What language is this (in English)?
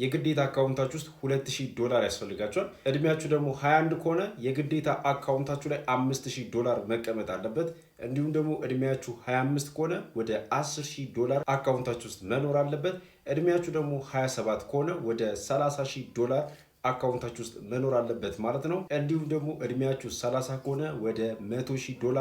Amharic